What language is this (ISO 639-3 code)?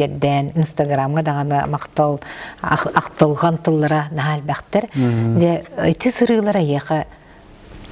sah